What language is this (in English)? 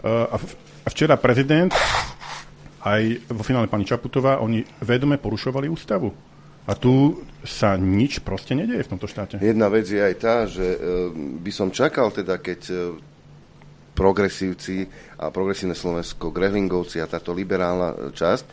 Slovak